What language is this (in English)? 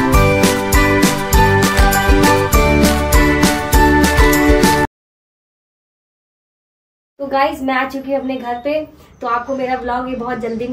Hindi